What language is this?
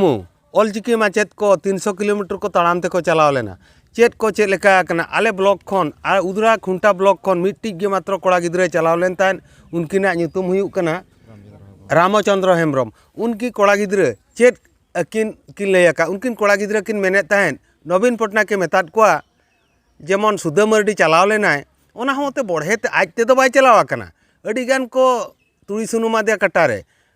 Santali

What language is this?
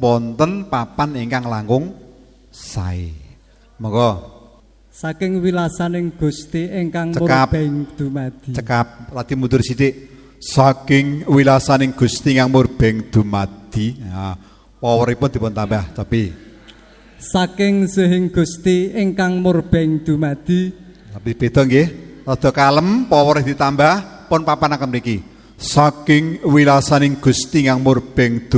Javanese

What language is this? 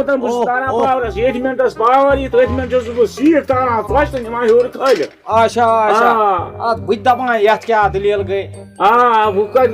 Kashmiri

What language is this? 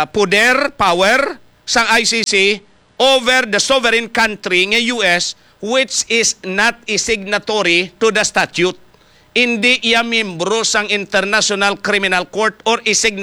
Hiligaynon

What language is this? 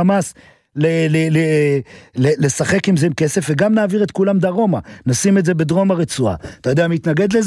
Hebrew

